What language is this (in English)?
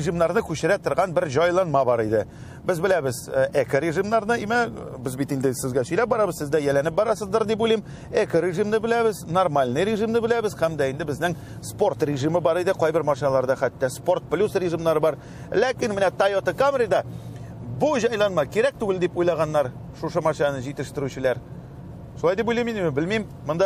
Tatar